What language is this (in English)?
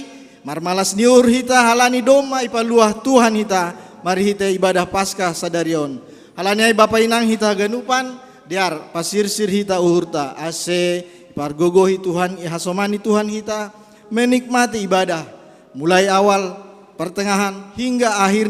Batak Simalungun